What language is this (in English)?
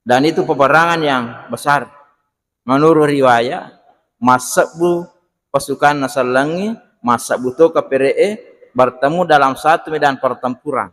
Buginese